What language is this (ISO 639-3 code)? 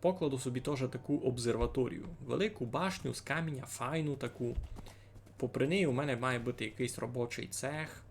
rue